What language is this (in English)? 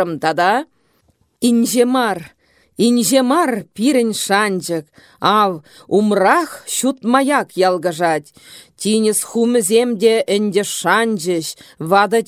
Chuvash